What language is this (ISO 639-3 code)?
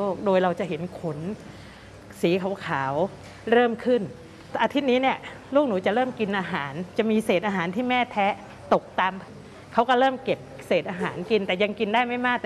tha